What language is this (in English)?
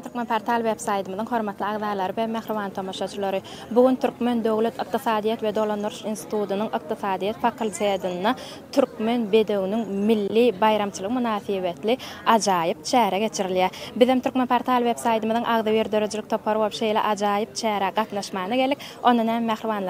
Turkmen